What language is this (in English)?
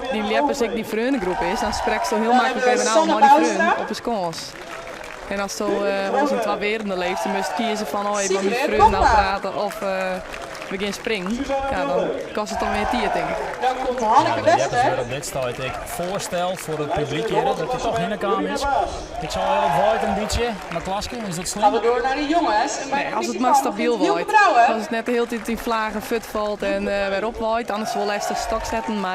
Western Frisian